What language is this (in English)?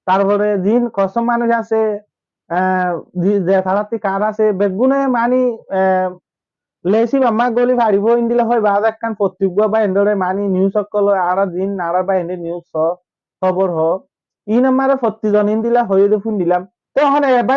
Rohingya